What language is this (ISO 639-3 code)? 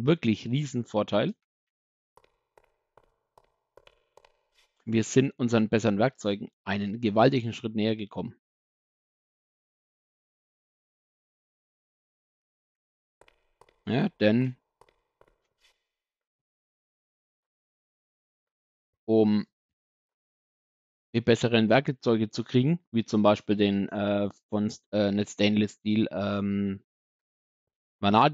deu